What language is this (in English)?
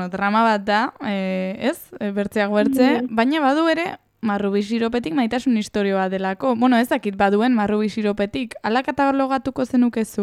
Basque